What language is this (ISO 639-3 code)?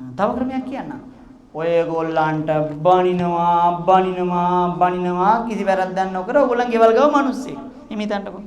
sin